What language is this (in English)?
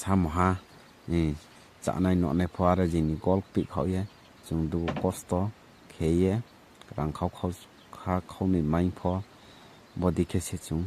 Riang (India)